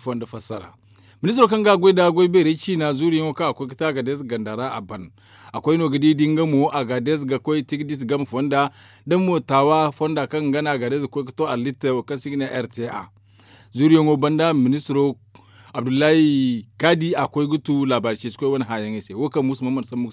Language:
Zarma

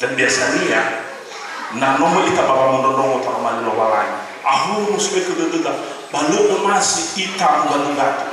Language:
Nias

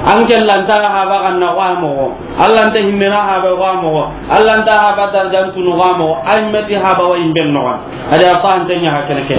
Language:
Soninke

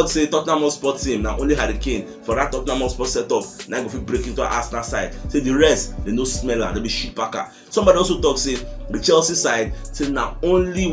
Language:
Nigerian Pidgin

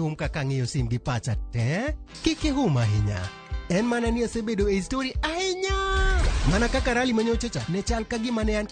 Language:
Luo (Kenya and Tanzania)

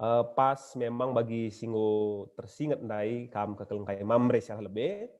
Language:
Batak Karo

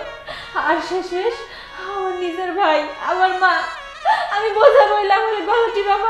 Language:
Bangla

